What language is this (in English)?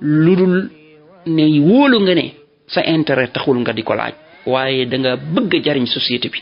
Wolof